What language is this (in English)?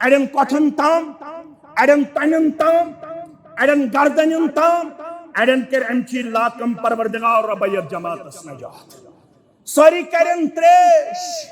Kashmiri